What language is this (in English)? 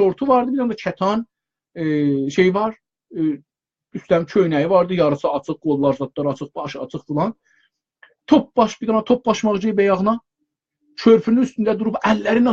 South Azerbaijani